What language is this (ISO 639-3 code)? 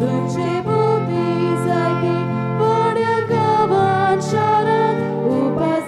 kok